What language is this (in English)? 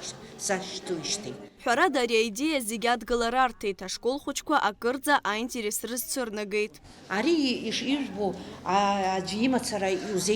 Abkhazian